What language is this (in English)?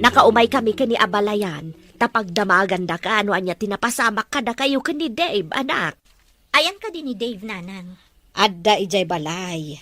Iloko